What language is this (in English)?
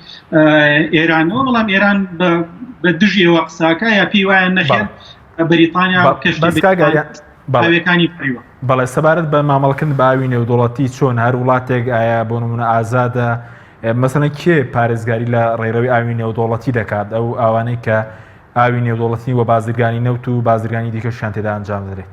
Central Kurdish